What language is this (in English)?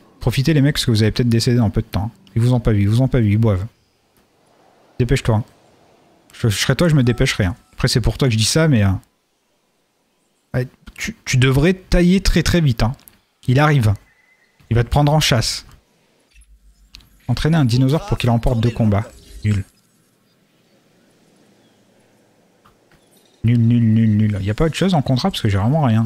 French